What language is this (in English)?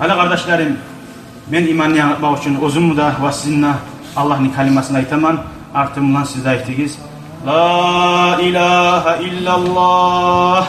Kumyk